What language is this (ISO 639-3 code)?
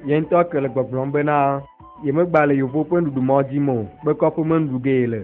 ewe